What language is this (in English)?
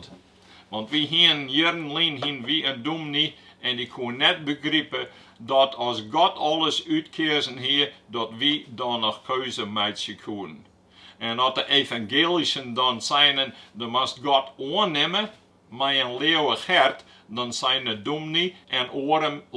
Western Frisian